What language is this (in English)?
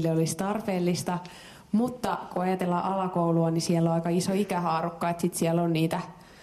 Finnish